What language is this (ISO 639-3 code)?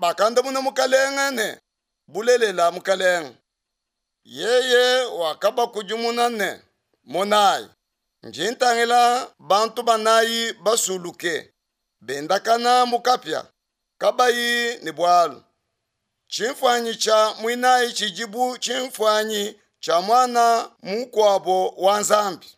lua